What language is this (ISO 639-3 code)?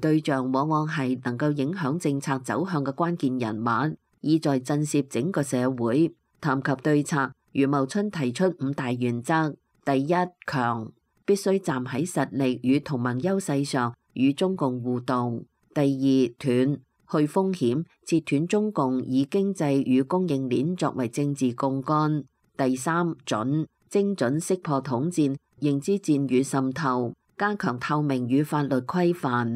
yue